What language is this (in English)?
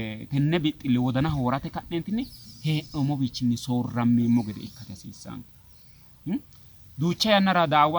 Sidamo